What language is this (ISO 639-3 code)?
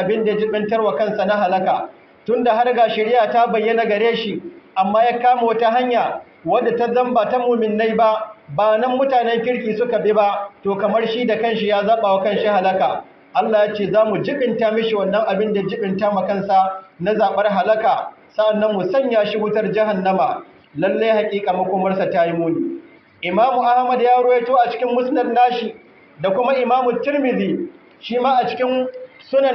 hau